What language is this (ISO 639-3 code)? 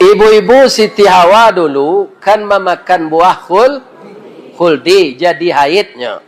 min